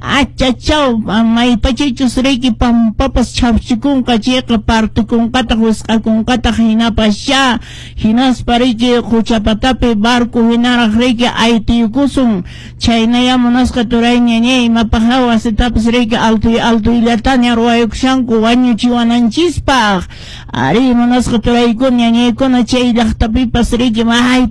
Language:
Quechua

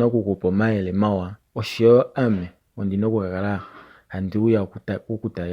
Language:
Kuanyama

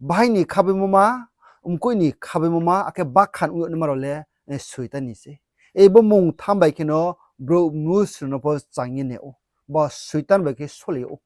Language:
Riang (India)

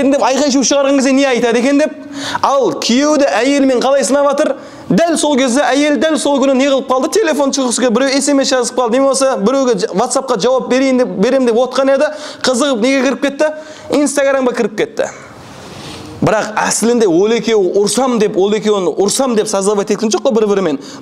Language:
Kazakh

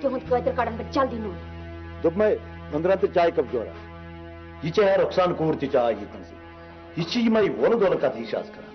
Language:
Kashmiri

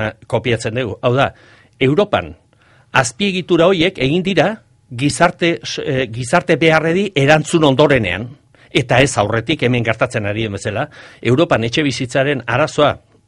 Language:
Basque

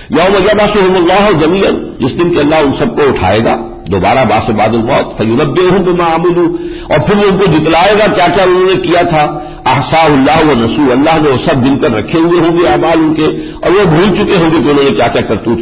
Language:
Urdu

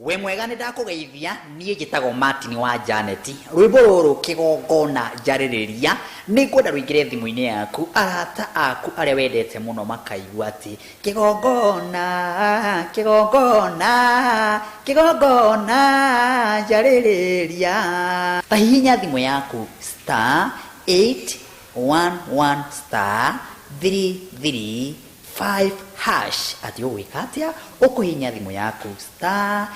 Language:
Kikuyu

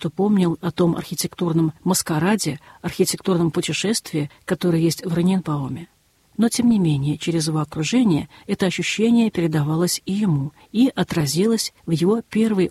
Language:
Russian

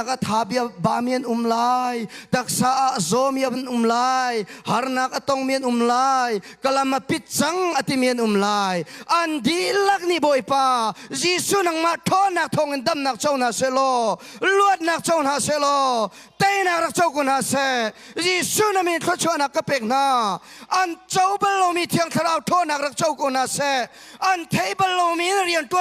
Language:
Hakha Chin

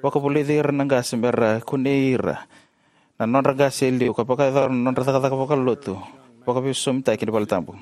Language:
Fijian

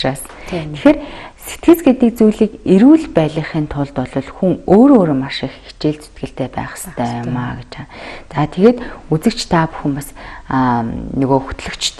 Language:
Mongolian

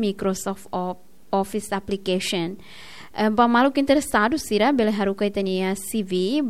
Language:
Tetum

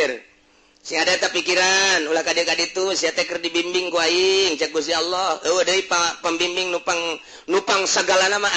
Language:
Sundanese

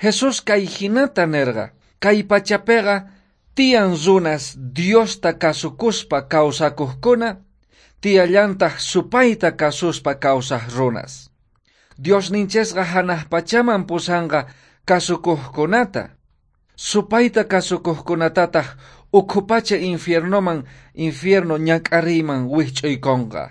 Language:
South Bolivian Quechua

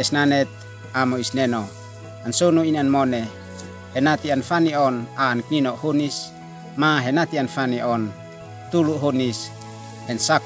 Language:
Uab Meto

